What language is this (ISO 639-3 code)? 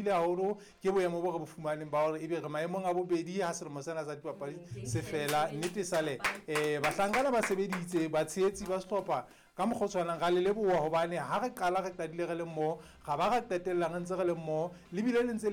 sot